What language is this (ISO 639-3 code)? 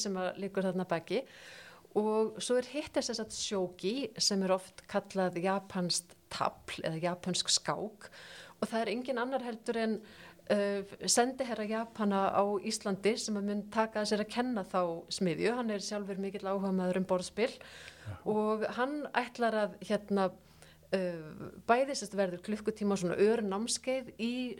isl